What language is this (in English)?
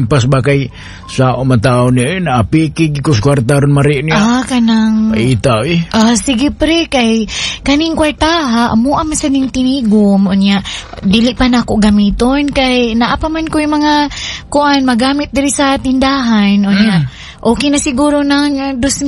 Cebuano